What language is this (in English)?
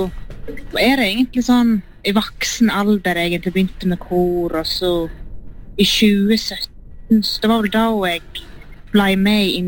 Norwegian